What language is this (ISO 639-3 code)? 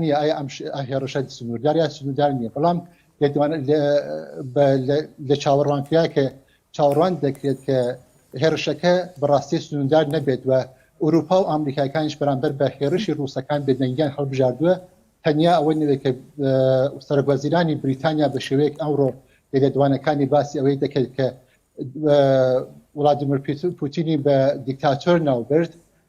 ckb